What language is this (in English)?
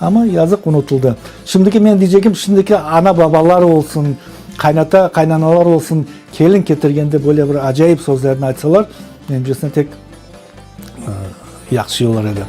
Crimean Tatar